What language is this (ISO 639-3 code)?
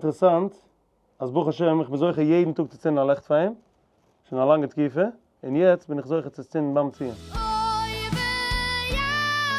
yid